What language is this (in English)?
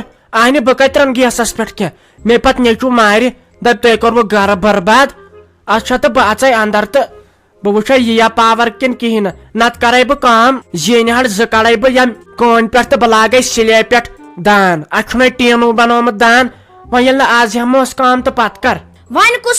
Kashmiri